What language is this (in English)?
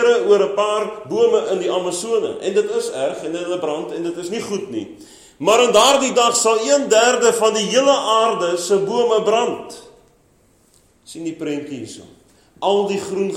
Afrikaans